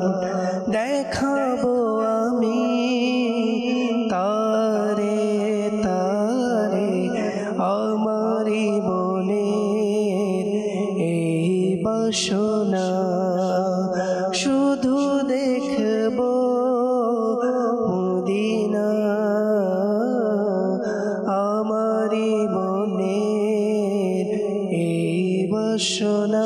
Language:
Bangla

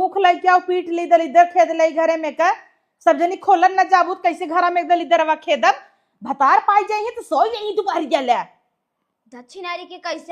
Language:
Awadhi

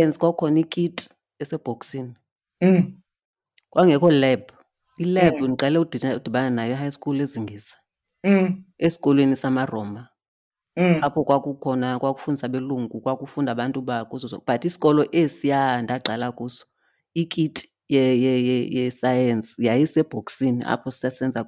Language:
Xhosa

